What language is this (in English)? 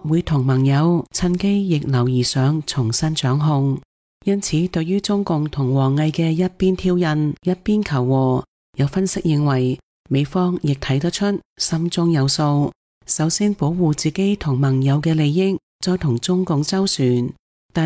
Cantonese